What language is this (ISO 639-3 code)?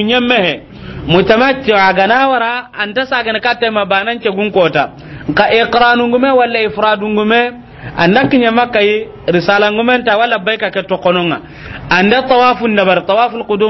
snk